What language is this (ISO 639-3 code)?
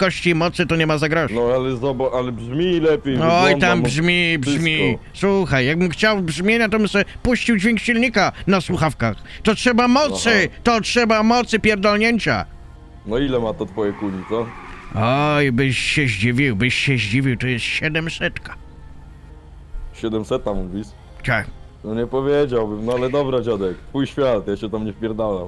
pol